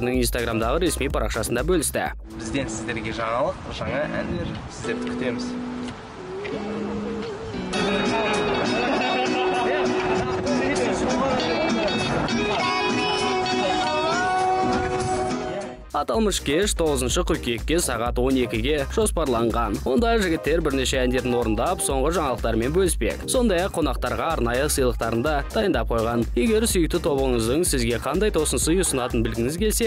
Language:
Kazakh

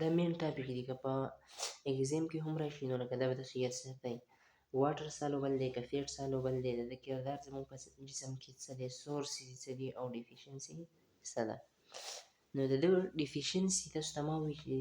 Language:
Pashto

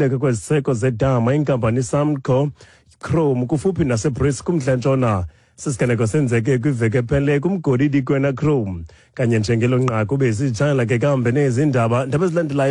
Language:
Xhosa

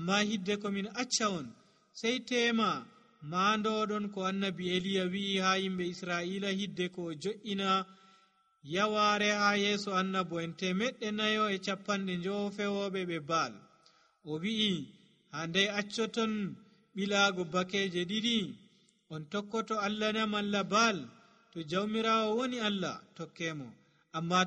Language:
Nigerian Fulfulde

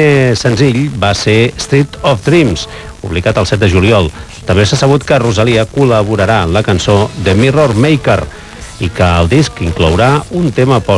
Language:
Catalan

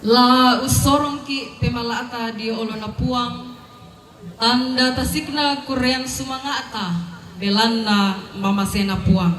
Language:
Toraja-Sa'dan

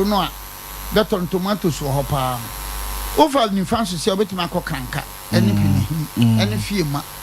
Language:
Akan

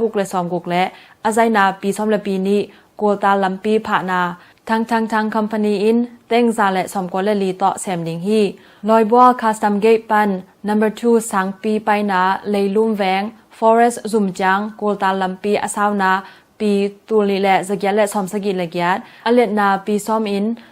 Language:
Tedim Chin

